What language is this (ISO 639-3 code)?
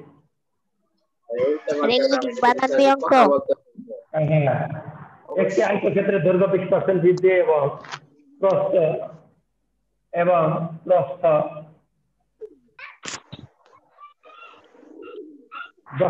ben